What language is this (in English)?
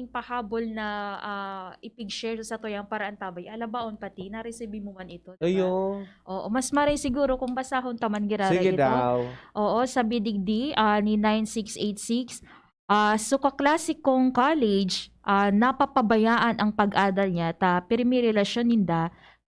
Bikol